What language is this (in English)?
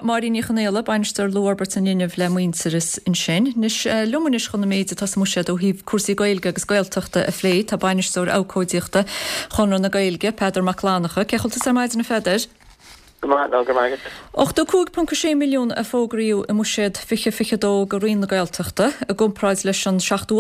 Irish